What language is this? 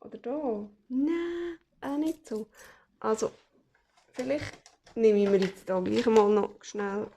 Swiss German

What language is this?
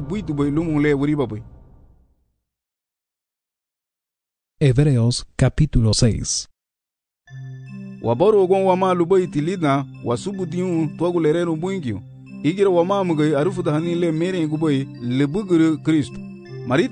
Garifuna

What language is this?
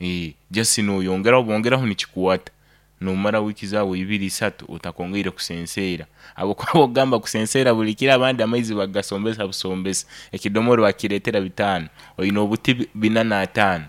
Nyoro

